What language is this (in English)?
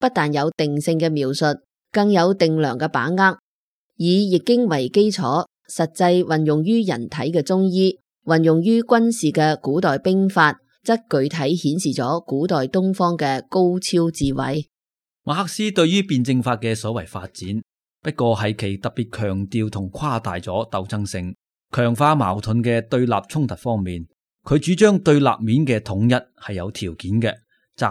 Cantonese